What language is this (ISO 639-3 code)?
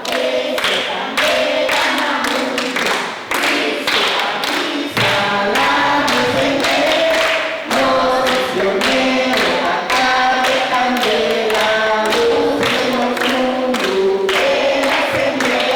pap